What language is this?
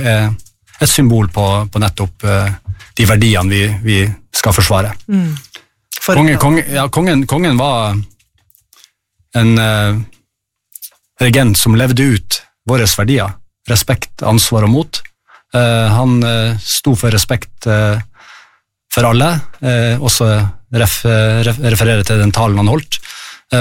Norwegian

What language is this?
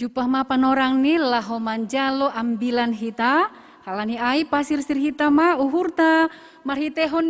Batak Simalungun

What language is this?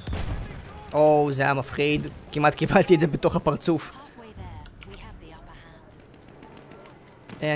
Hebrew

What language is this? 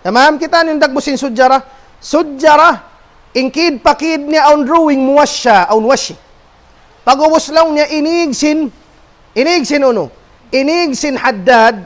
Tausug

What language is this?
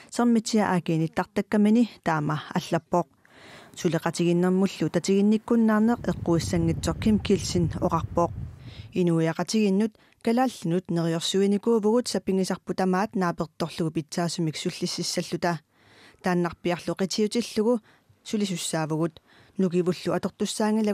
Kalaallisut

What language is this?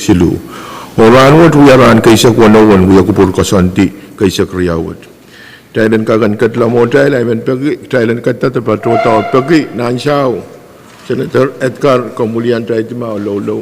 Pohnpeian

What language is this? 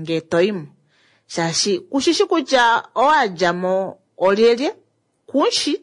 Kuanyama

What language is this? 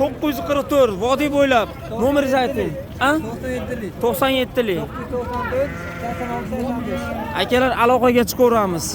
Uzbek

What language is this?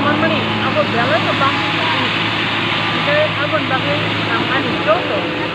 Kok Borok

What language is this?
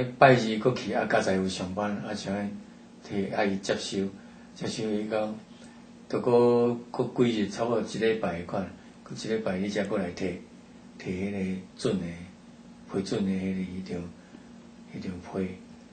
Min Nan Chinese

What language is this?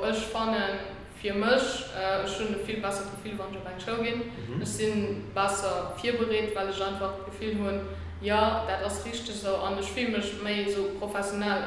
Luxembourgish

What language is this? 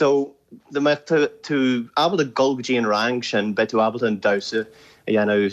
Irish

